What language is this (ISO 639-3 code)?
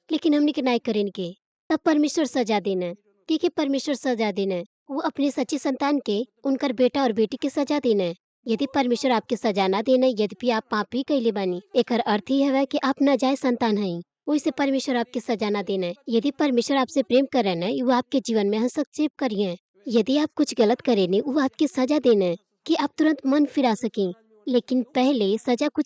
bho